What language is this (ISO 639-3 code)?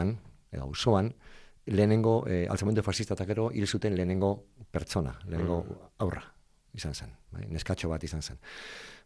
eus